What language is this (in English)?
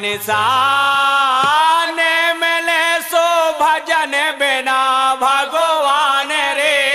Bundeli